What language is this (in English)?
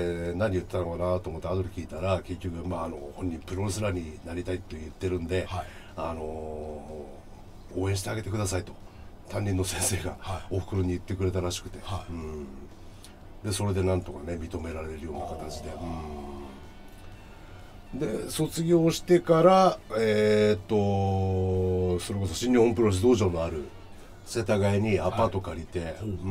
Japanese